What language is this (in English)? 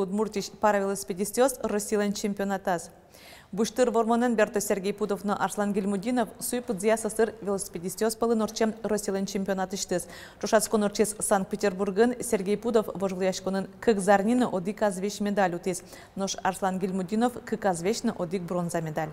Udmurt